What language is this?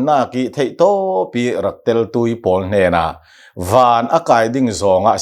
Hakha Chin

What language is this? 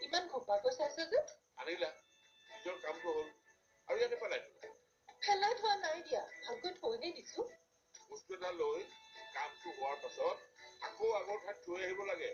Assamese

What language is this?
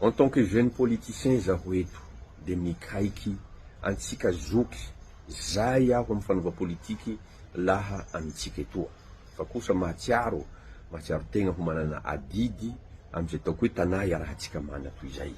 Malagasy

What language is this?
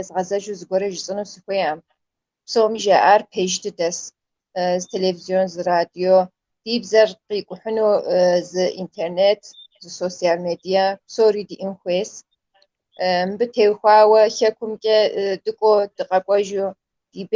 Kabardian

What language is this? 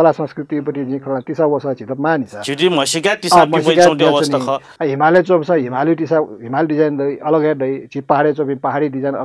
Newari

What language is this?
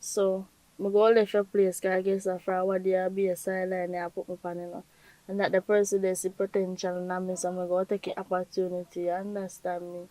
Jamaican Creole English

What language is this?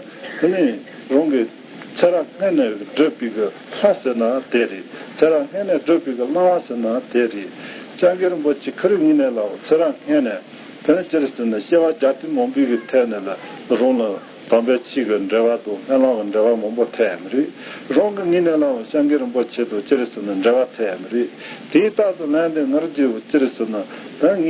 Tibetan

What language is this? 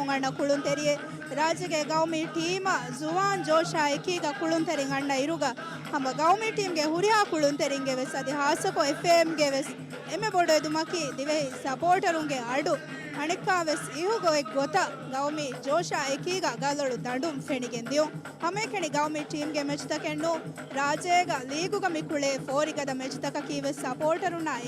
Divehi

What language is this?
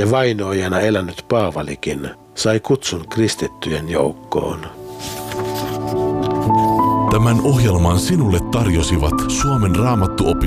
Finnish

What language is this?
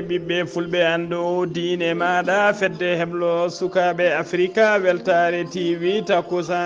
Fula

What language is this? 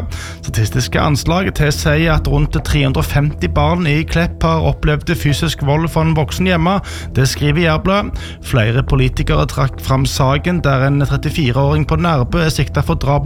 Norwegian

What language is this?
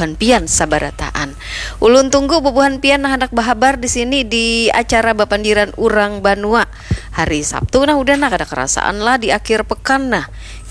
Banjar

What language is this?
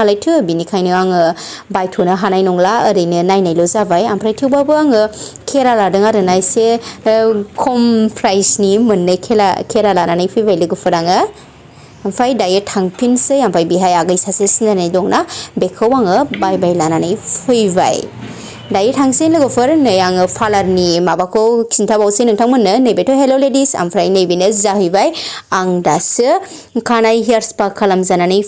Bodo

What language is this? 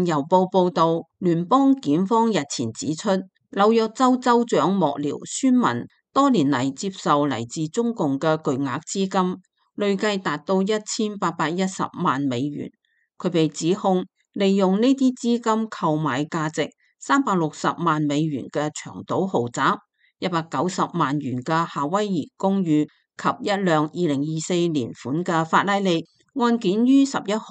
Cantonese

